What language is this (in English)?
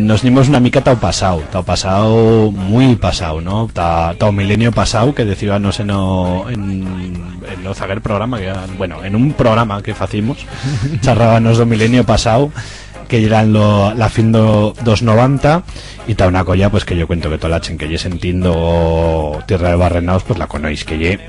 Aragonese